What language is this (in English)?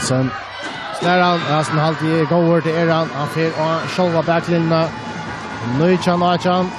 Faroese